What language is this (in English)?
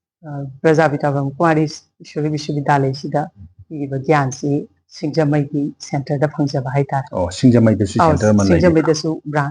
Manipuri